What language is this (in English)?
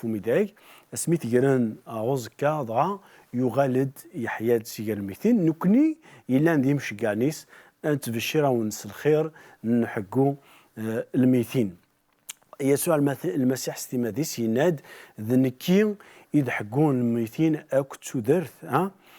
Kabyle